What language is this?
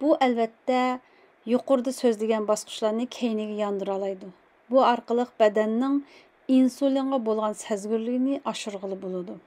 Uyghur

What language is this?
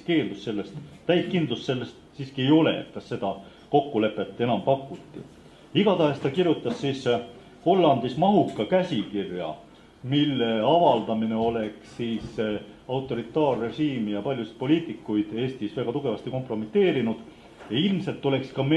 Estonian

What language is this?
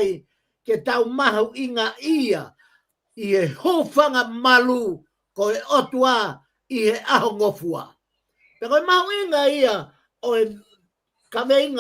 Tongan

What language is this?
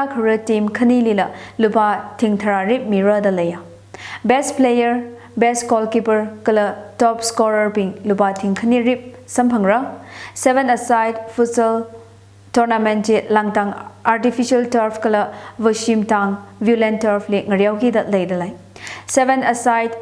Tangkhul Naga (India)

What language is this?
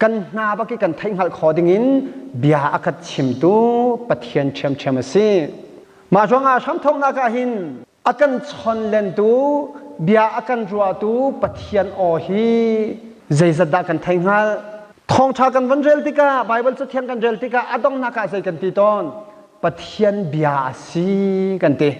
Hakha Chin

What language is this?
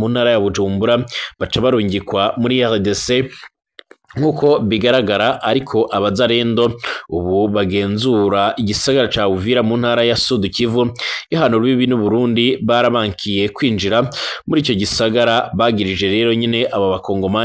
Rundi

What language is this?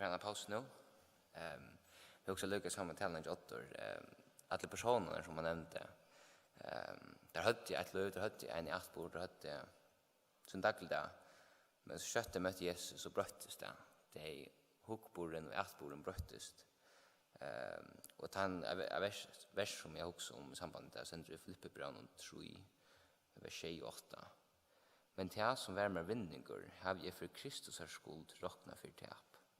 Faroese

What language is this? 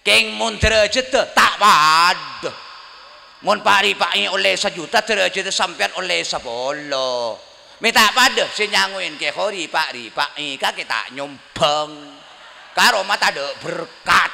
Madurese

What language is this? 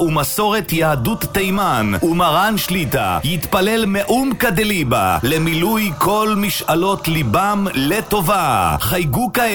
Hebrew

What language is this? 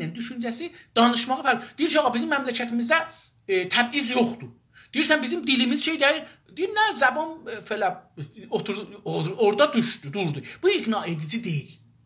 South Azerbaijani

